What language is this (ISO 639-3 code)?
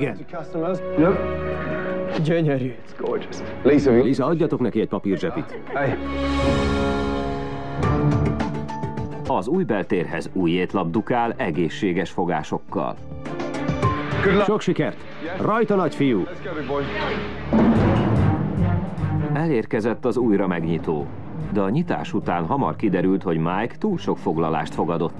hun